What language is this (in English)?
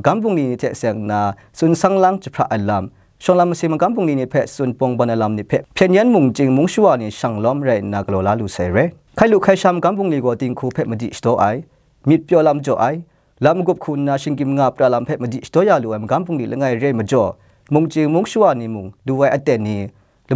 Kachin